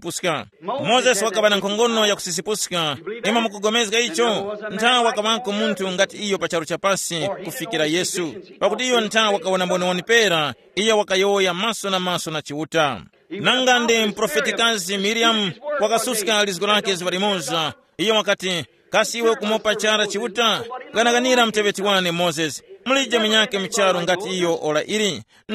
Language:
Tumbuka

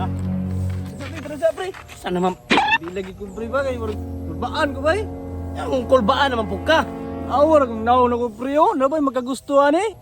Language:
Cebuano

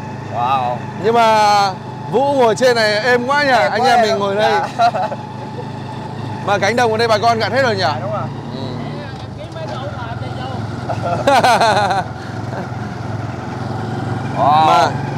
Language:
Vietnamese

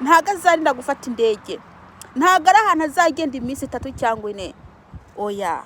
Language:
Kinyarwanda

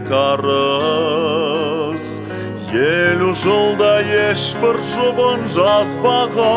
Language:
Kazakh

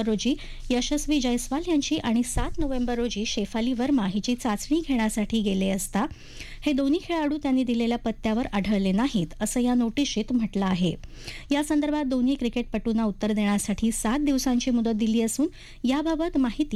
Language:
Marathi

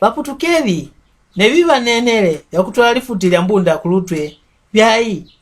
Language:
Mbunda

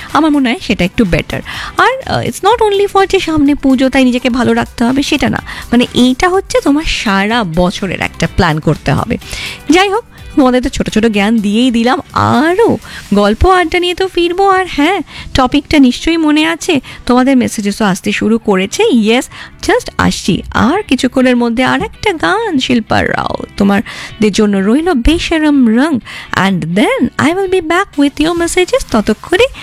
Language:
Bangla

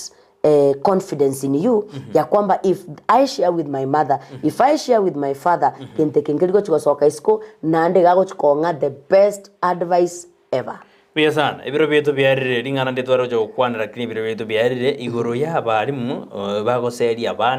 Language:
Gusii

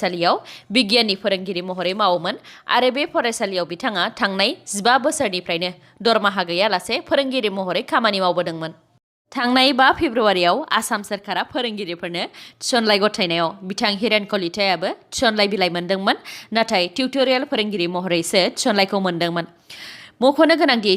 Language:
Bodo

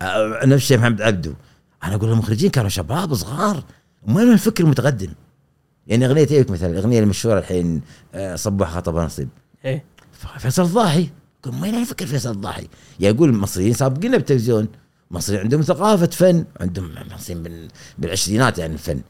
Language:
Gulf Arabic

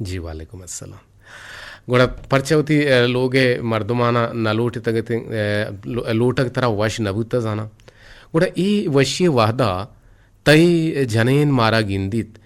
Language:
Eastern Balochi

